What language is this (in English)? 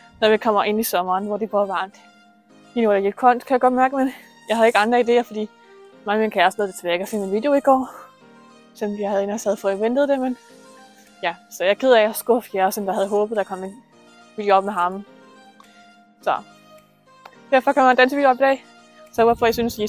Danish